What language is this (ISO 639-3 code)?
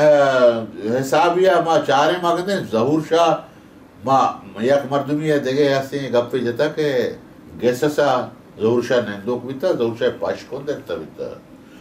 bal